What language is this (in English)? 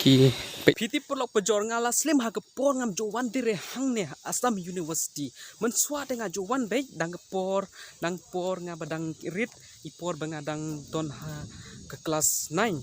Khasi